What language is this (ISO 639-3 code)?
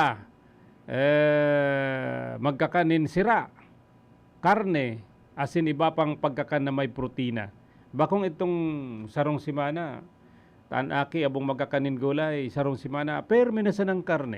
bik